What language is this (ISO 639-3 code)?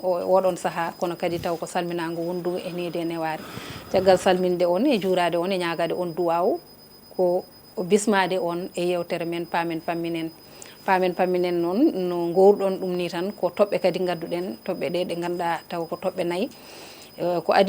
ful